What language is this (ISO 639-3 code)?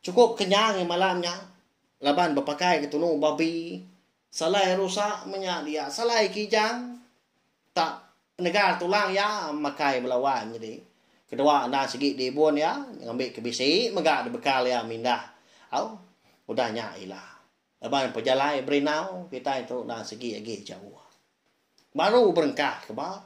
iba